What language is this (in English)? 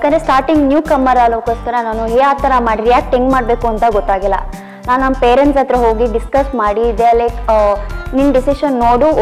Kannada